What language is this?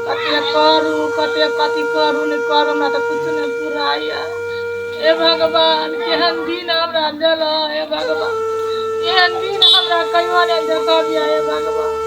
Maithili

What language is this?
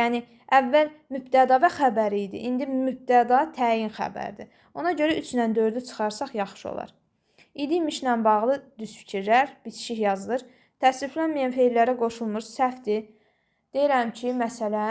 Azerbaijani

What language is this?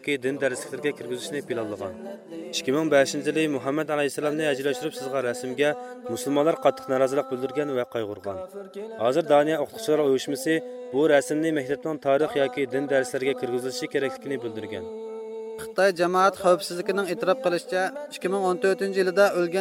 Uyghur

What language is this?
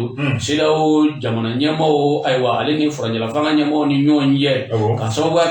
Bambara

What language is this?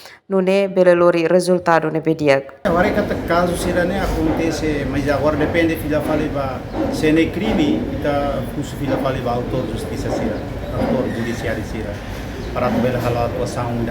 Tetum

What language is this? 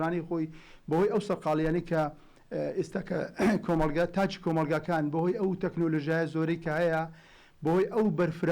Central Kurdish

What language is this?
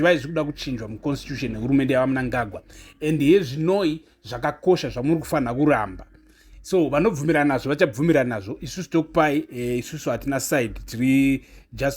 Shona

